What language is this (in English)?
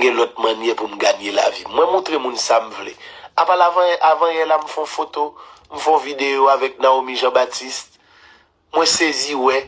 Haitian Creole